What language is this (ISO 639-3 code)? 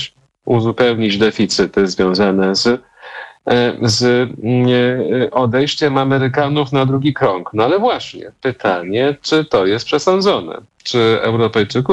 pol